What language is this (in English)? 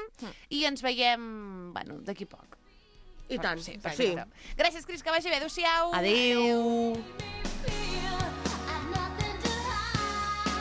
Catalan